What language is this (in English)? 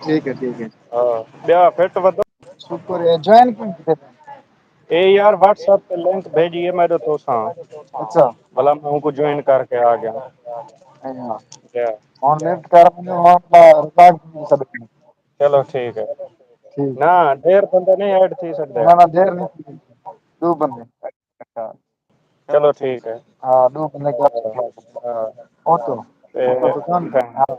Saraiki